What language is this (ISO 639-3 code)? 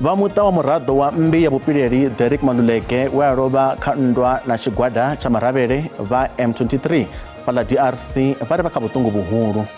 ven